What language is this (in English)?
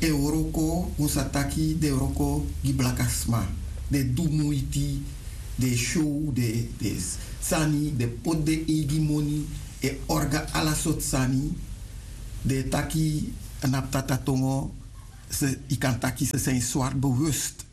Sranan Tongo